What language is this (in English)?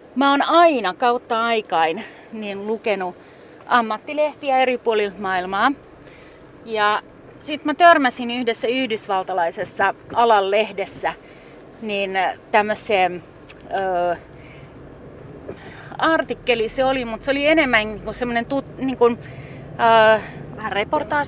Finnish